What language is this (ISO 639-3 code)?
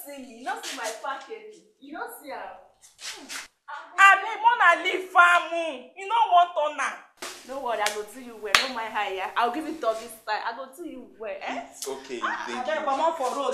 pcm